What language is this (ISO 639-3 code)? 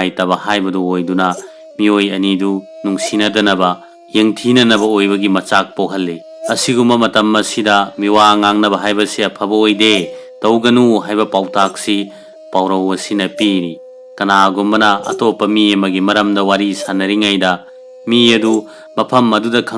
mni